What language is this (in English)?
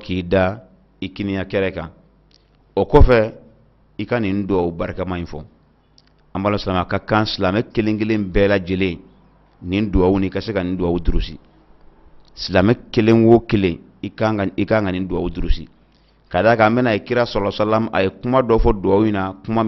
Bambara